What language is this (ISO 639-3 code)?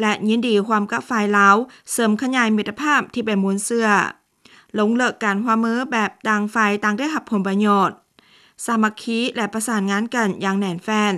lao